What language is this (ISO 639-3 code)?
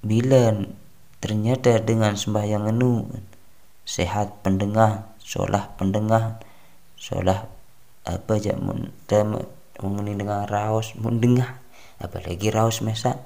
sas